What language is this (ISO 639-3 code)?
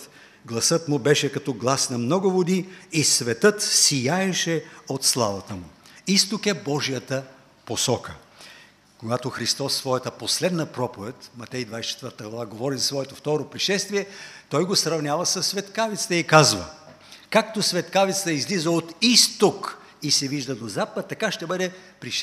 bul